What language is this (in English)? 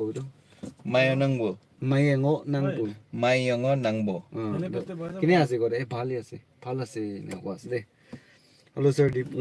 Naga Pidgin